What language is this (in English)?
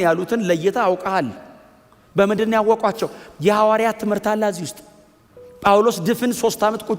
Amharic